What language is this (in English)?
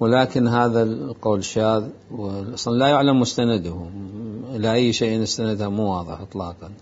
Mesopotamian Arabic